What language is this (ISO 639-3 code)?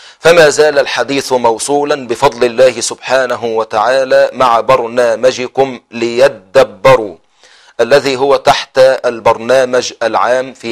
ara